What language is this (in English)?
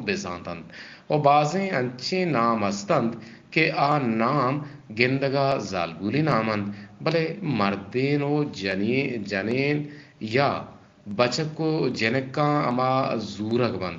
Eastern Balochi